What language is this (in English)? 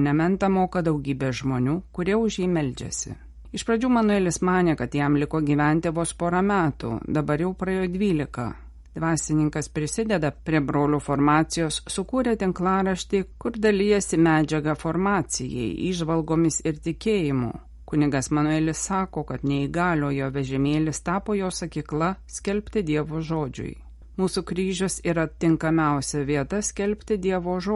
Lithuanian